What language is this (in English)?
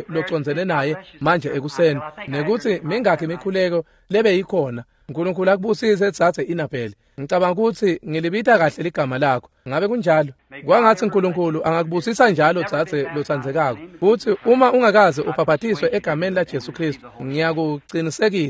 Swati